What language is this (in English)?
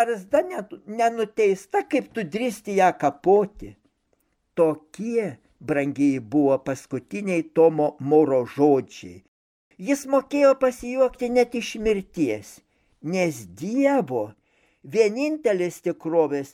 Lithuanian